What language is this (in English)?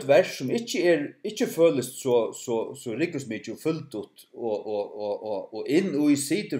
Faroese